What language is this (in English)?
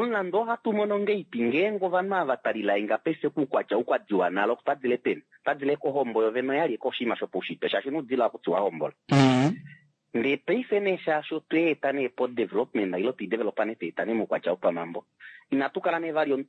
Kuanyama